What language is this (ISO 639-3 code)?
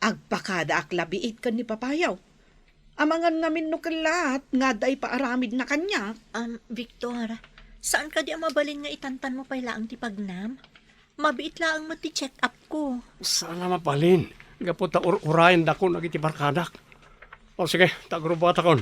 ilo